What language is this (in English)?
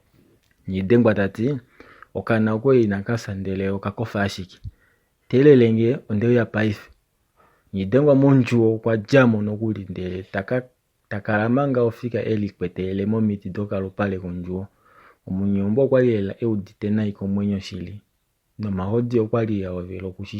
Kuanyama